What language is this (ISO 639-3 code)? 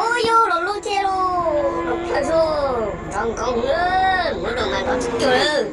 hmn